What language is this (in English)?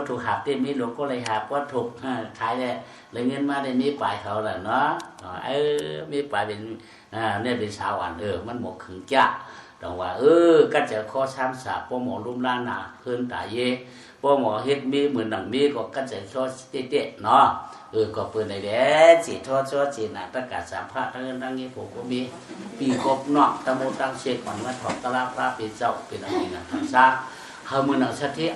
Shan